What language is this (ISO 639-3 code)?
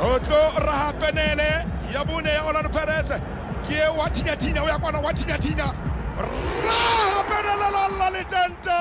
sot